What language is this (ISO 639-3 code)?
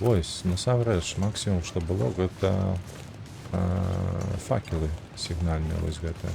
bel